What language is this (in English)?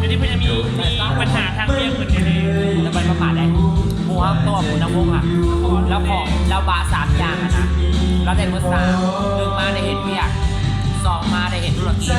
Lao